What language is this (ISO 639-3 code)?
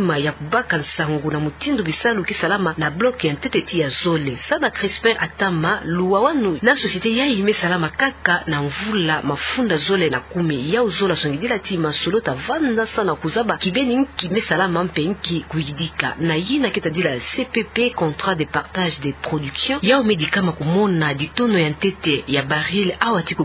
ktu